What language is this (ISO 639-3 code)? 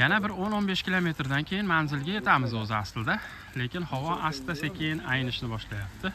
uzb